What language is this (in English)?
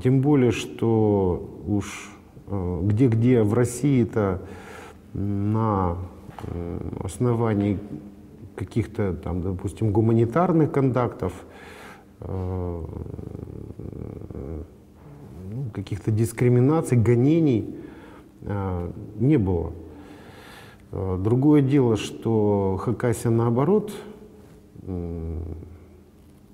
Russian